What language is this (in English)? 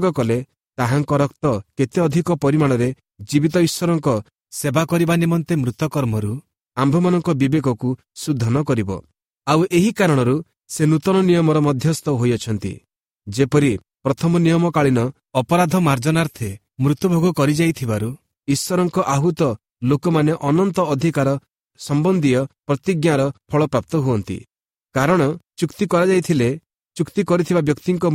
Odia